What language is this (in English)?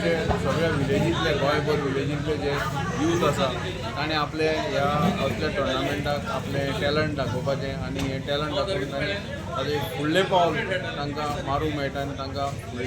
Konkani